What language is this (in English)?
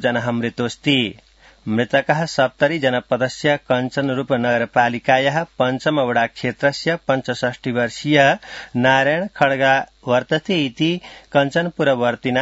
Sanskrit